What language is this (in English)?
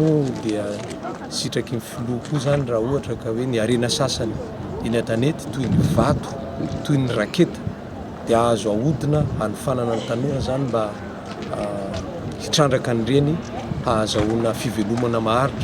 Malagasy